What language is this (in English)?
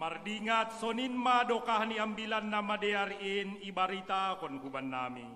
Batak Simalungun